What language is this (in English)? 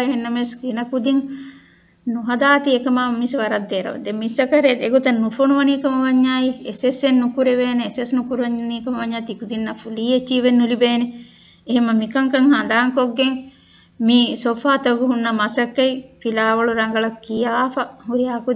Divehi